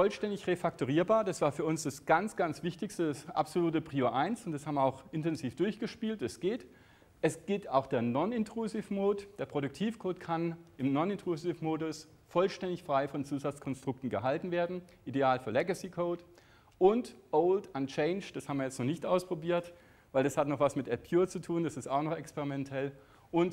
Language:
German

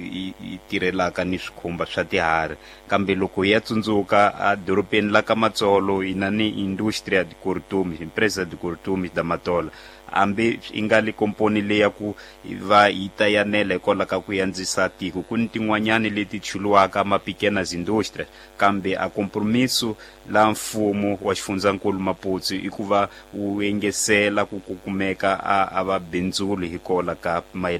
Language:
Tsonga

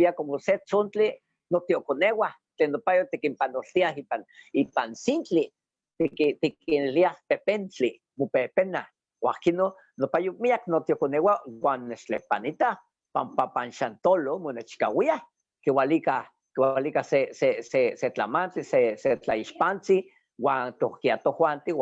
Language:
Eastern Huasteca Nahuatl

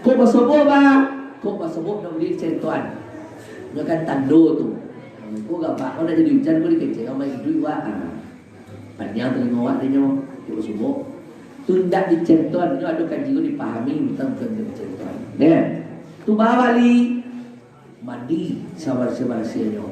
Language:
Minangkabau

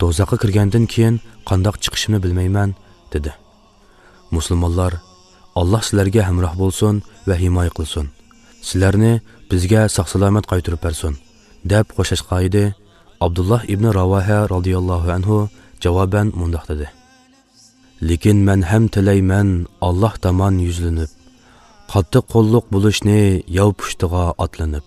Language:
Uyghur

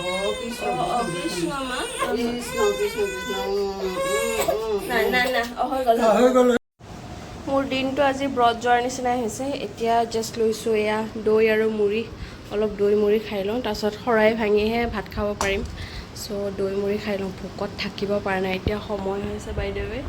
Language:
Assamese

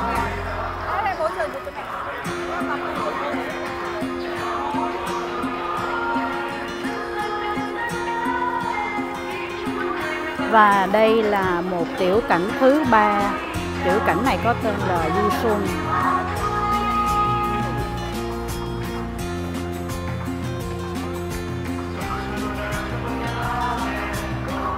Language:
Vietnamese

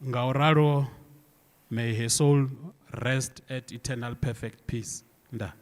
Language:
Venda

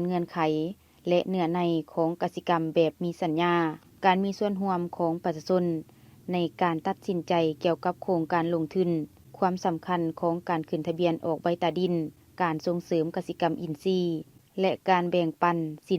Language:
Lao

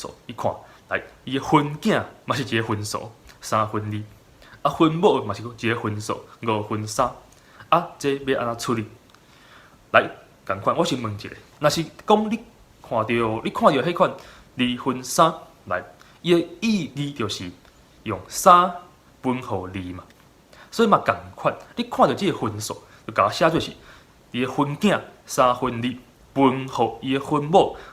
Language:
Min Nan Chinese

